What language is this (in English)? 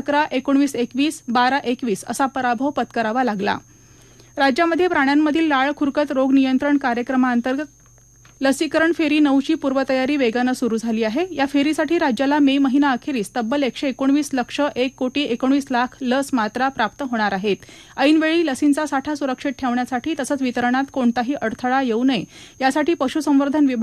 Marathi